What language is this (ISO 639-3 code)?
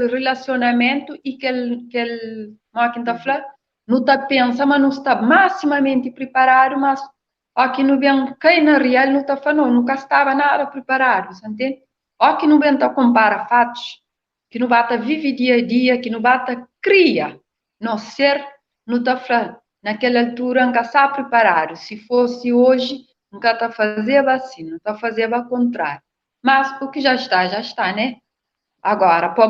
kea